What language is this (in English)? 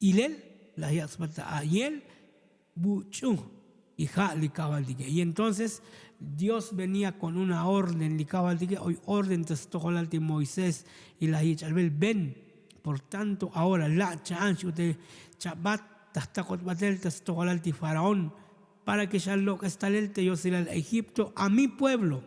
Tzotzil